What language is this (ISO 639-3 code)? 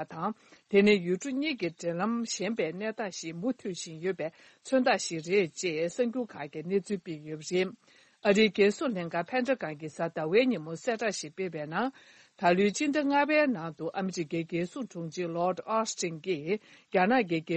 bod